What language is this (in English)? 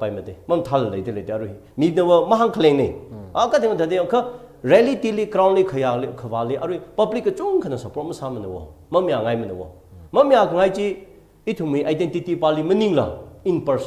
Tangkhul Naga (India)